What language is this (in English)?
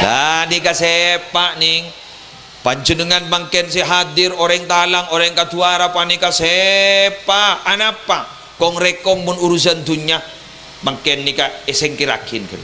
Madurese